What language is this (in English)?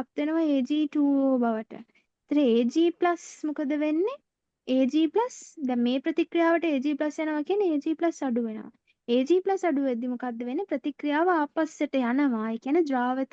Sinhala